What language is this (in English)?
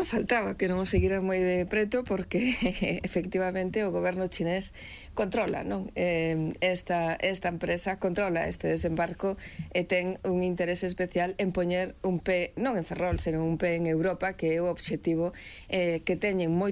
Galician